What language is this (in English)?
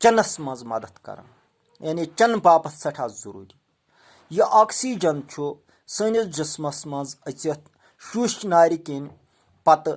Kashmiri